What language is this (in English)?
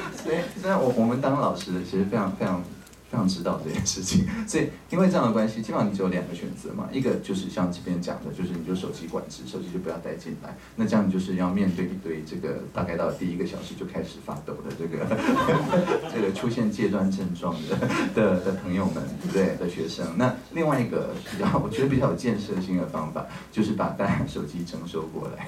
Chinese